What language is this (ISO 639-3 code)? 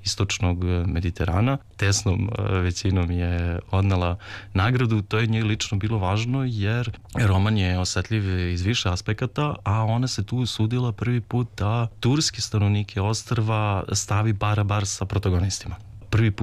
srp